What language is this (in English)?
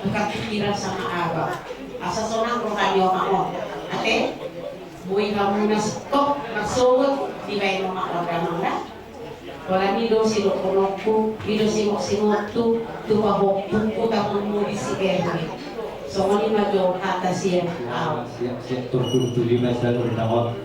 Batak Toba